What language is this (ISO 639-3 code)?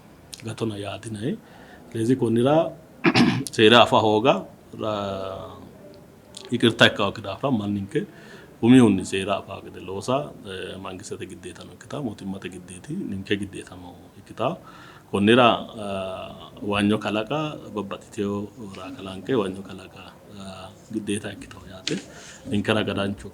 sid